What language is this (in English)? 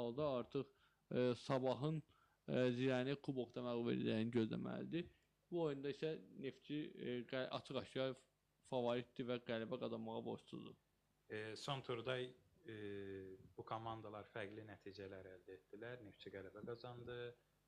Azerbaijani